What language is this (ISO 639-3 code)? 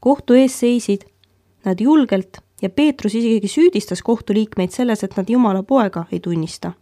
est